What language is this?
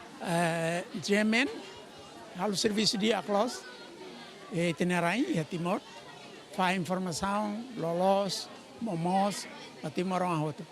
Tetum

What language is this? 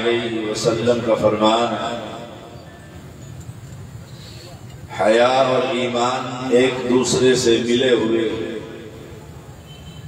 Urdu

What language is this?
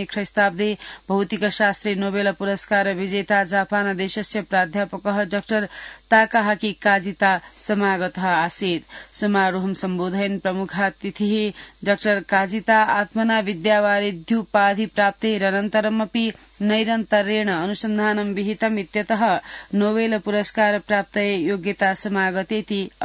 Sanskrit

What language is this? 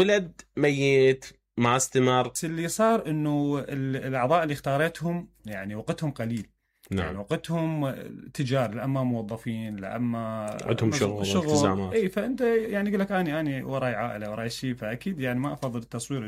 Mesopotamian Arabic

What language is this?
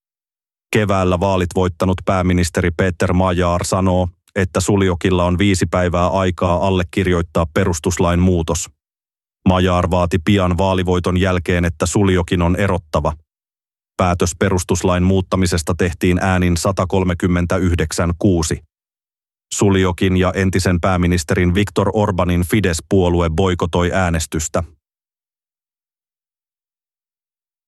Finnish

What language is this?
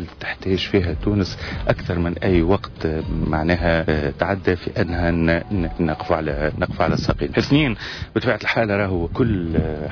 Tunisian Arabic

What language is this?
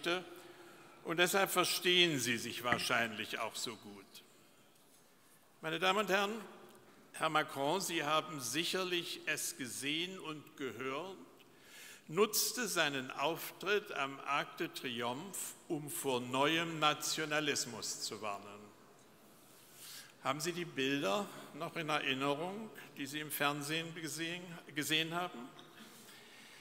German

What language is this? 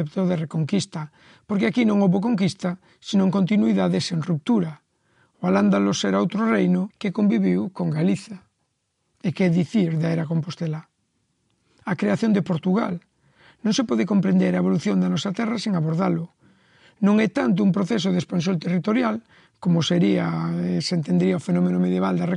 Galician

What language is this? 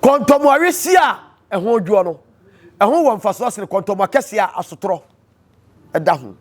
Akan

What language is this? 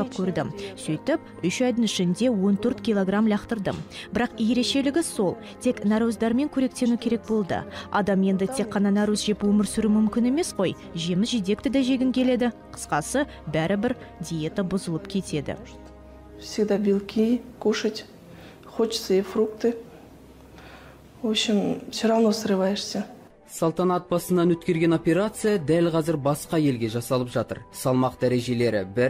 Kazakh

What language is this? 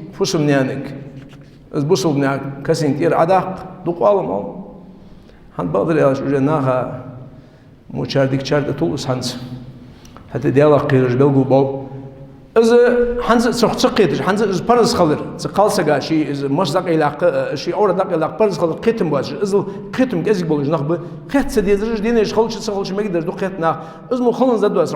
Ingush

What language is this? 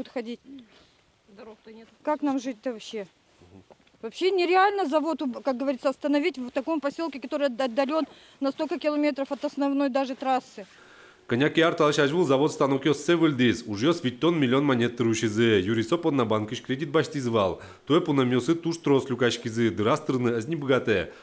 Udmurt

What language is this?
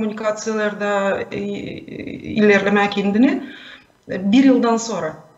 Gagauz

